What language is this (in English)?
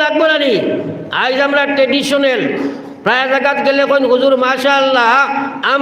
Sylheti